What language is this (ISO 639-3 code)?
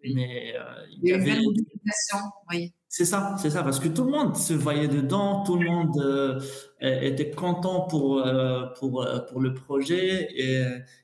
fra